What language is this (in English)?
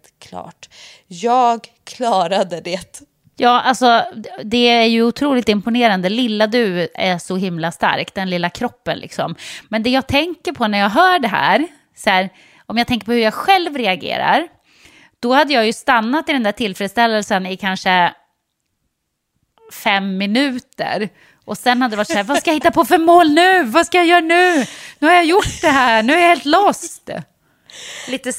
Swedish